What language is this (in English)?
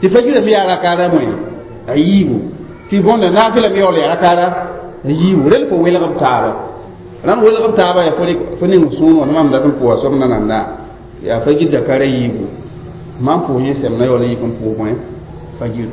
Mossi